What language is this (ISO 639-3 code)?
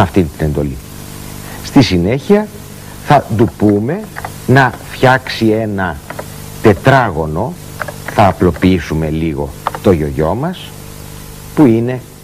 ell